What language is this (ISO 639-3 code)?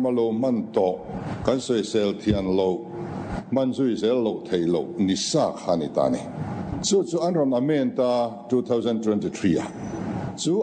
lus